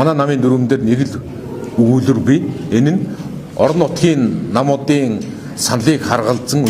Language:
Mongolian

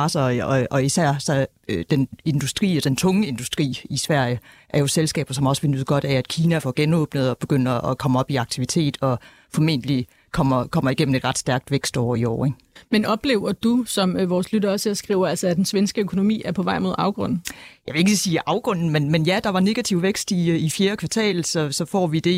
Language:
Danish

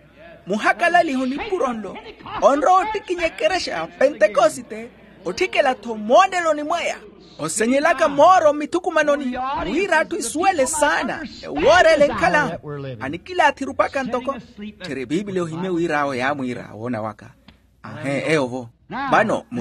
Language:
Makhuwa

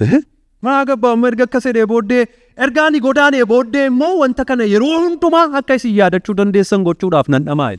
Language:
Oromo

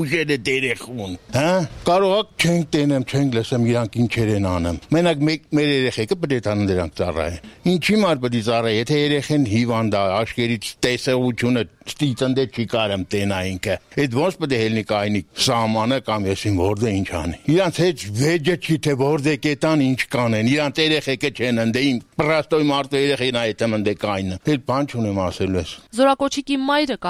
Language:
Armenian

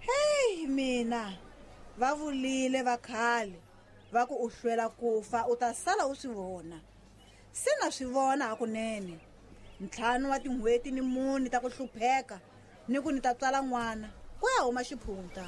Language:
Tsonga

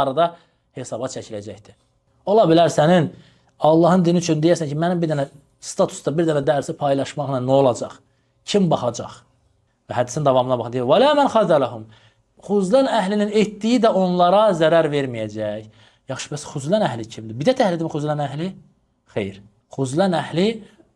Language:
Azerbaijani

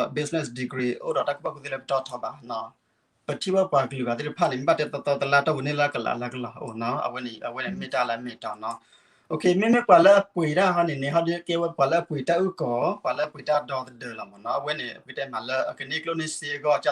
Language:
S'gaw Karen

